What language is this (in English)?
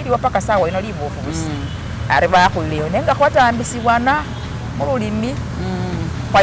Masaaba